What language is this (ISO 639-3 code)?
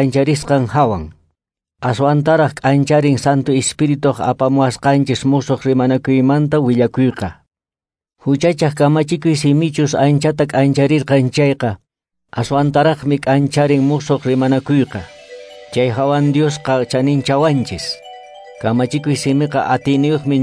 que